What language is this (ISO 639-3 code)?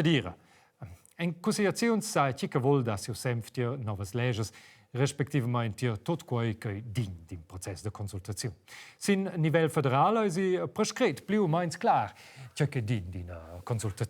roh